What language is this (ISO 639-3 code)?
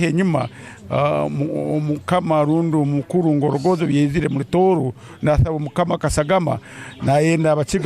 ttj